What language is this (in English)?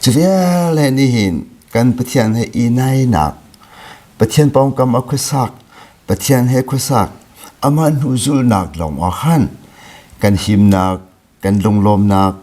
Hakha Chin